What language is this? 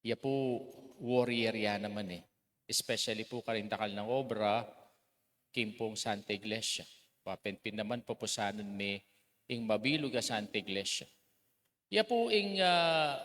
Pampanga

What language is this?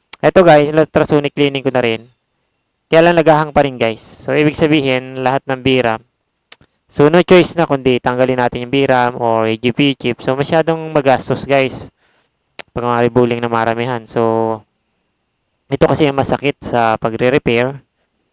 Filipino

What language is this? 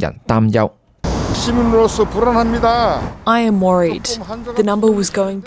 Cantonese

